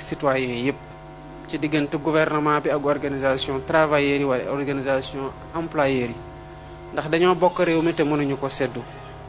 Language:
Wolof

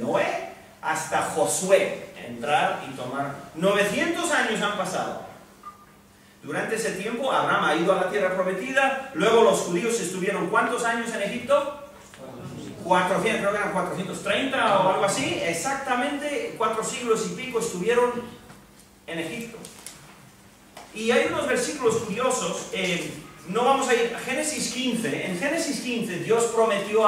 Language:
Spanish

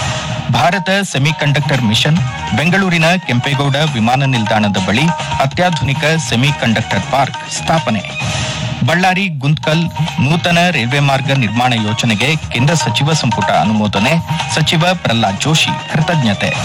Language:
Kannada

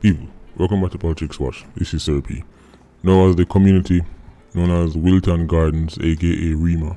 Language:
Jamaican Creole English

